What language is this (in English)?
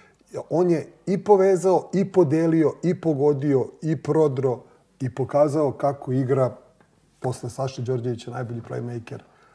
Serbian